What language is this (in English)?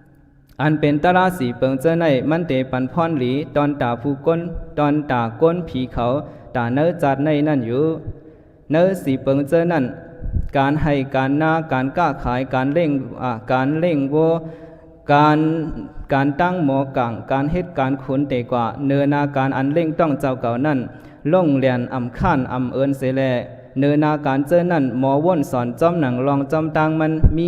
Shan